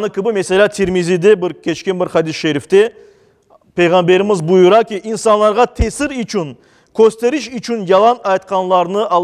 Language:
Crimean Tatar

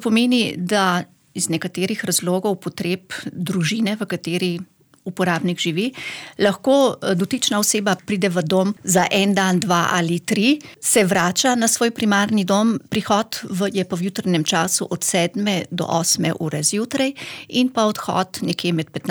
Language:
Slovenian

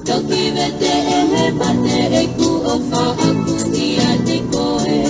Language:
Tongan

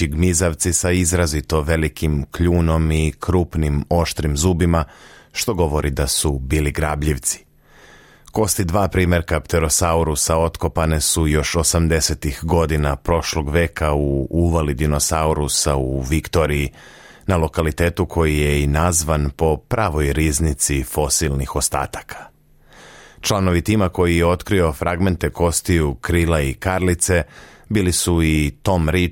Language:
Serbian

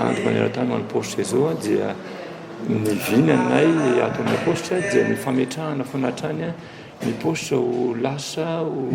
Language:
Malagasy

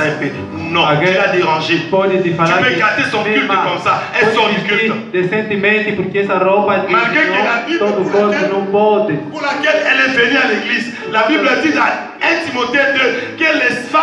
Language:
French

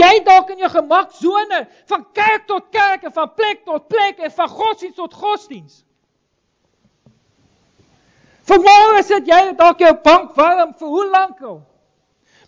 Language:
Afrikaans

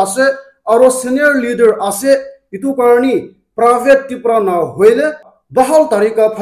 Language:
Naga Pidgin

